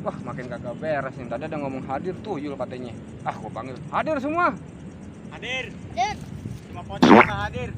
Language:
Betawi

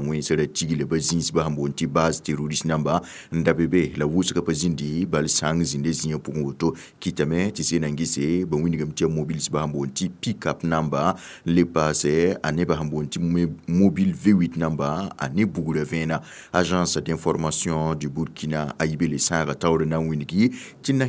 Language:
Mossi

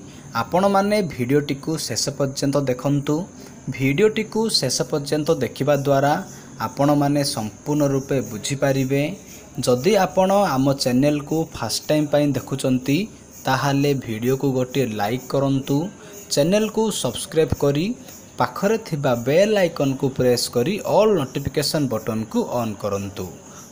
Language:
Odia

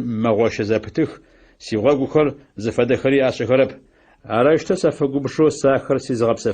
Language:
Adyghe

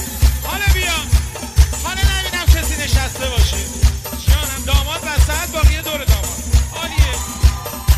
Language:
Persian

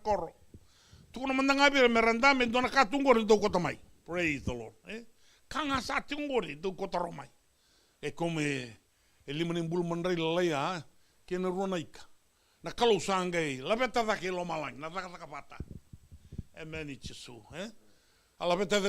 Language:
Fijian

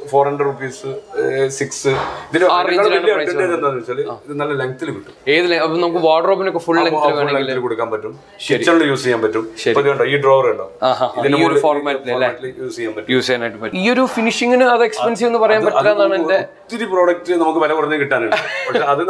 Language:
Malayalam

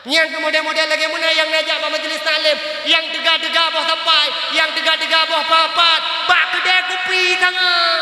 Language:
Achinese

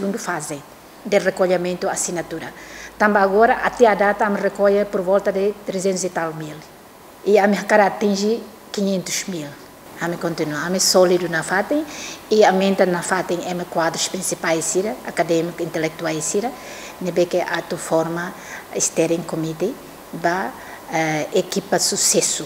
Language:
Tetum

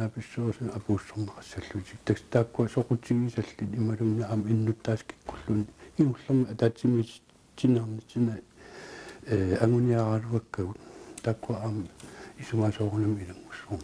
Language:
Kalaallisut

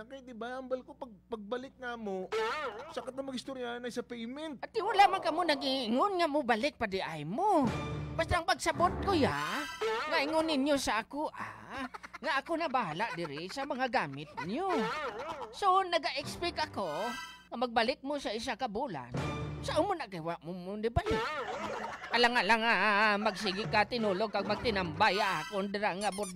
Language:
Hiligaynon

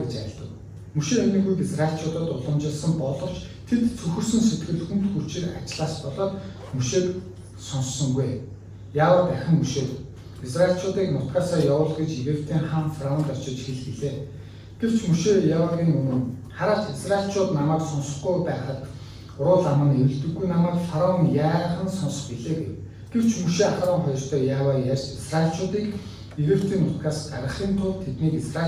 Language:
Mongolian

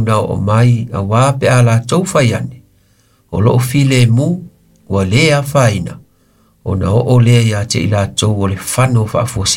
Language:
Samoan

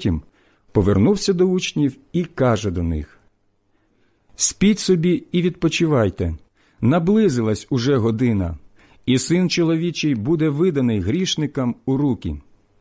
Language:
Ukrainian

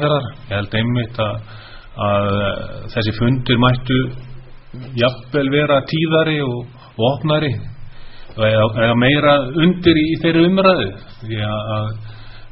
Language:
Icelandic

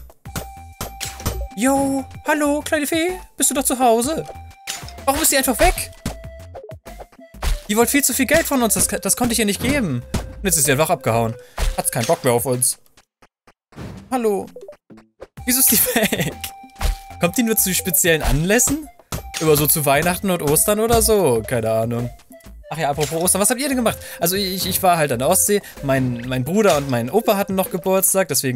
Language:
German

